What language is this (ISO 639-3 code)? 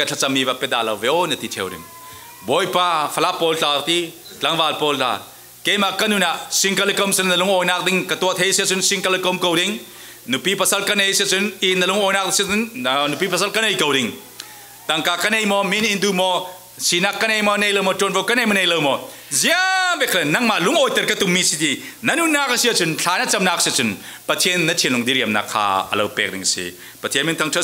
cfm